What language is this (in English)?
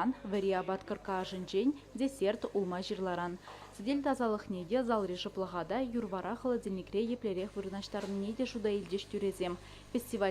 Chuvash